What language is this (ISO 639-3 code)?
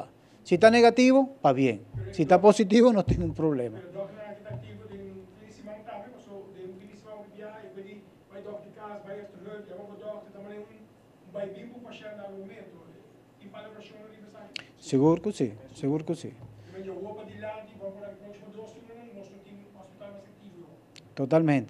pap